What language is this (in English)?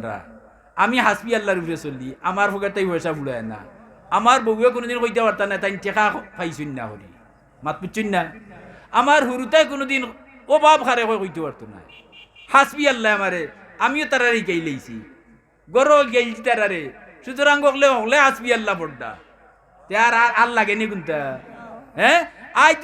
Sylheti